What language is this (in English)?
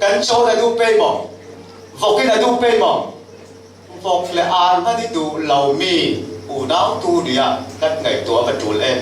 Falam Chin